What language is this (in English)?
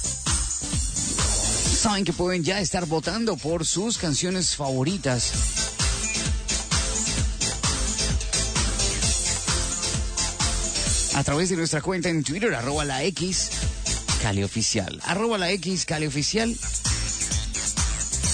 Spanish